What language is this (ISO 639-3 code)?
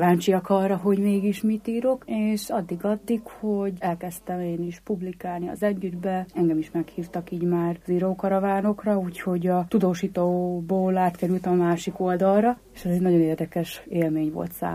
hun